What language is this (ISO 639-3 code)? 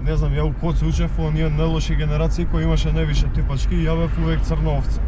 mkd